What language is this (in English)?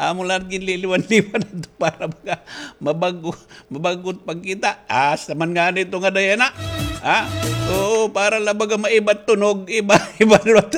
Waray